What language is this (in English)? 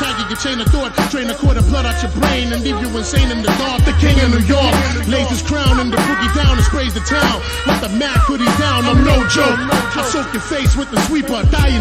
English